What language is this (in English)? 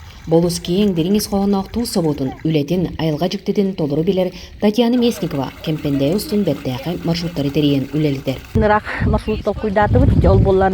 Yakut